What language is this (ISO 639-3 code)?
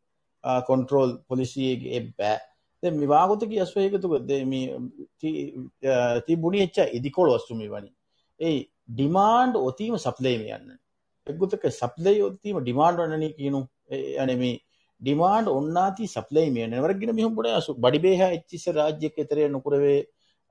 div